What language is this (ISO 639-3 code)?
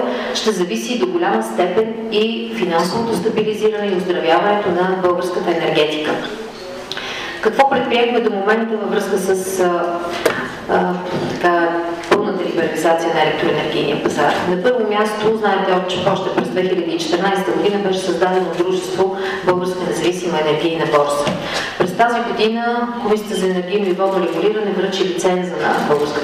bul